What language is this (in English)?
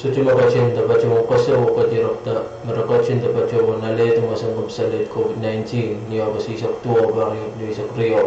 Pohnpeian